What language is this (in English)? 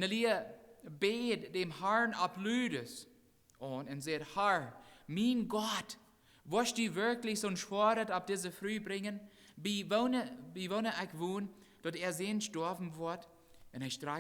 Plautdietsch